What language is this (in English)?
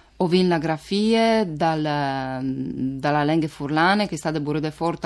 Friulian